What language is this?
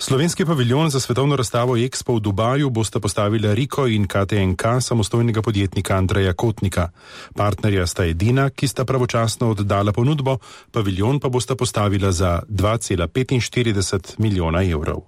Slovenian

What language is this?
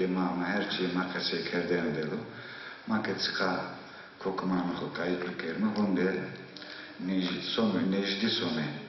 Zaza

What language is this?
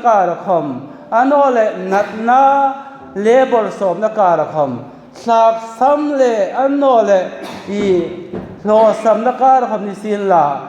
Hmar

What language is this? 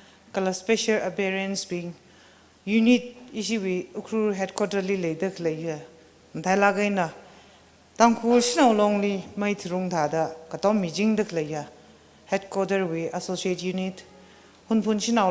Tangkhul Naga (India)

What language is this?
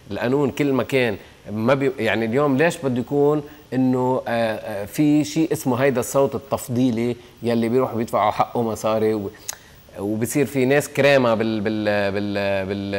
North Levantine Arabic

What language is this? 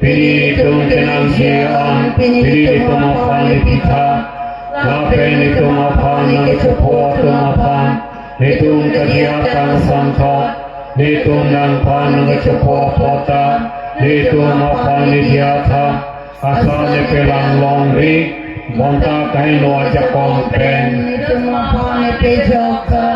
Karbi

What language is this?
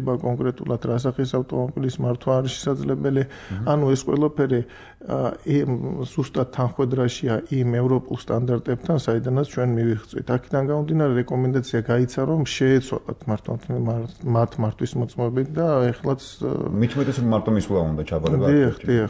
Georgian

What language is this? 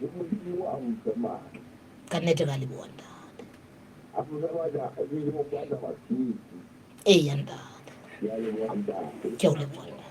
Southern Sotho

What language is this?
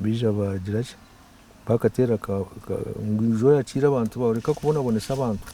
Nyankole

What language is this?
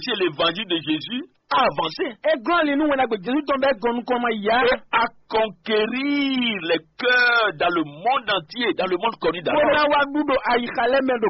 Fon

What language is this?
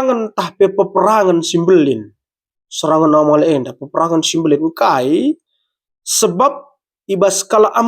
Batak Karo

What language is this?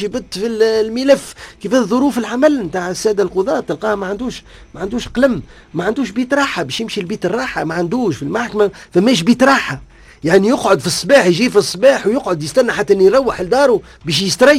Tunisian Arabic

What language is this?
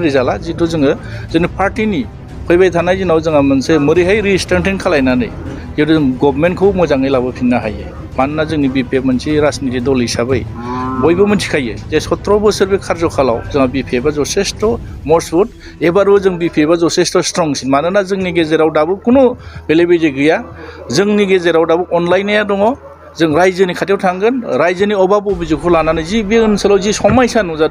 Bodo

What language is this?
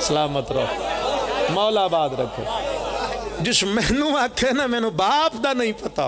Pahari-Potwari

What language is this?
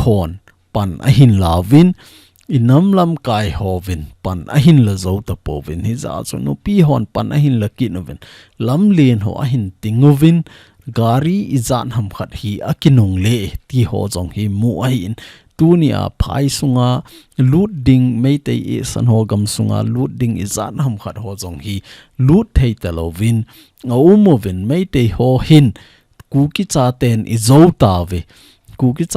Thado Chin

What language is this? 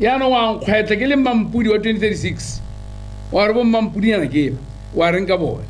Tswana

